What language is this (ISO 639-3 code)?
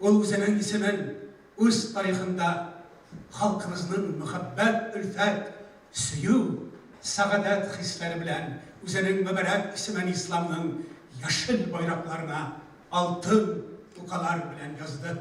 bak